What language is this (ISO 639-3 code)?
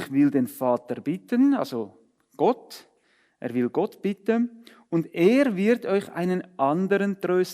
gsw